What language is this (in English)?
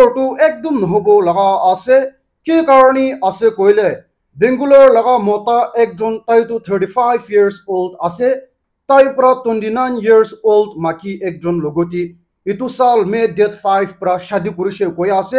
Naga Pidgin